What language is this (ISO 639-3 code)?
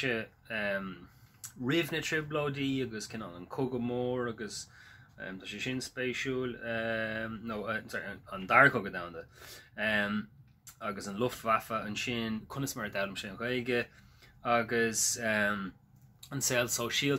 gle